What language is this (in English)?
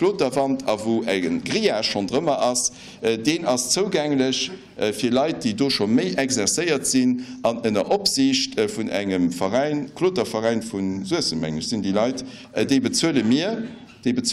Luxembourgish